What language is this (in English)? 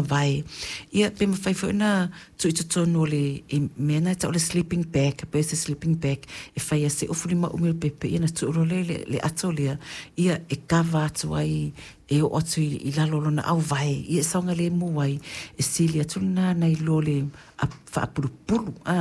Samoan